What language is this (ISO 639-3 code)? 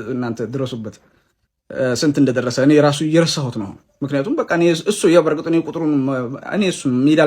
amh